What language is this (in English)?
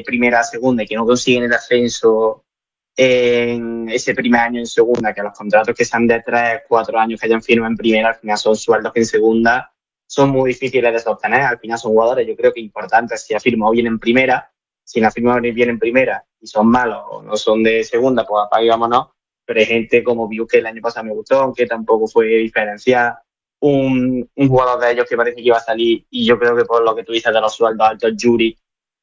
Spanish